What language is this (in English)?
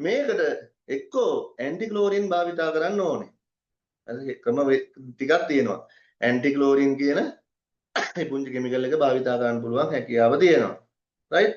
Sinhala